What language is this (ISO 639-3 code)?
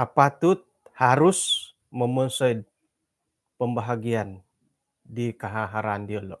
dtp